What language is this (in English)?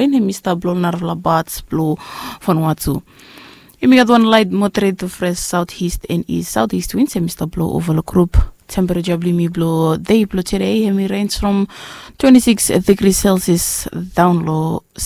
Bislama